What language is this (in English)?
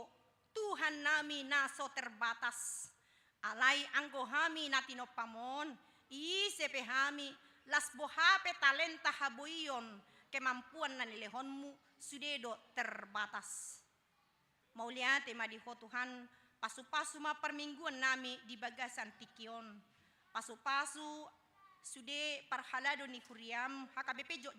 Batak Toba